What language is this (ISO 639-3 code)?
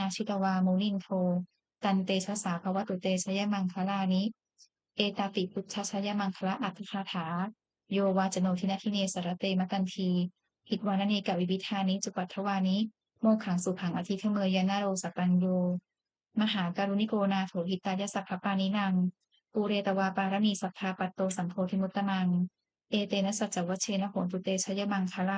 pli